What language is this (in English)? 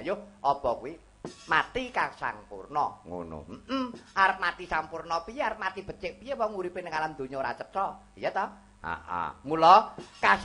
Javanese